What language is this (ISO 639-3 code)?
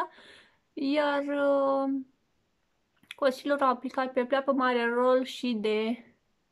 ron